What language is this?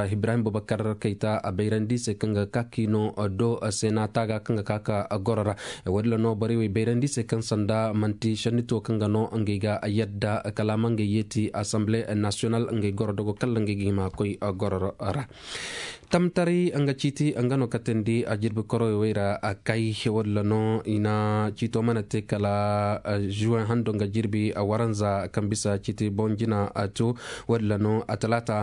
Zarma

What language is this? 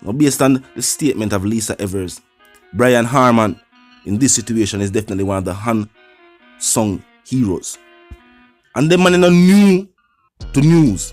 Jamaican Creole English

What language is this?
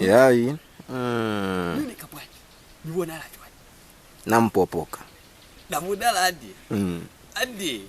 Lozi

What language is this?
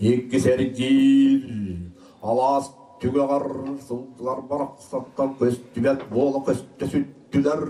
Yakut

